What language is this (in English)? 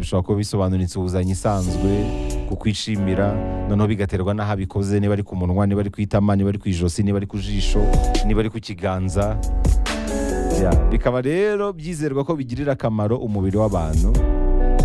Kinyarwanda